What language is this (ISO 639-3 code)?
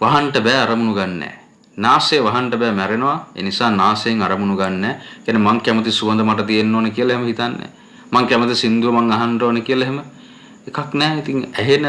sin